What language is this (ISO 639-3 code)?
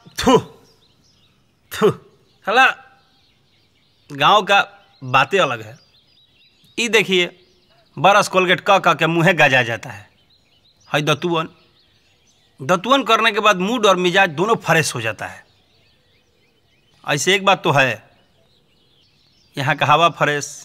bho